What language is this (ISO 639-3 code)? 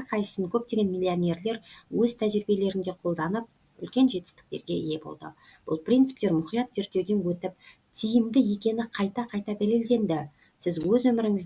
kaz